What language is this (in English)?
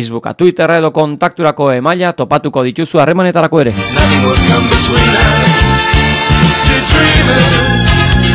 Basque